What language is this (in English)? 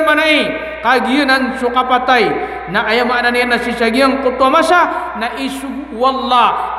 Maranao